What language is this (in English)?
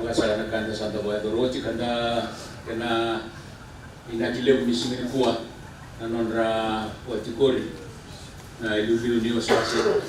Fijian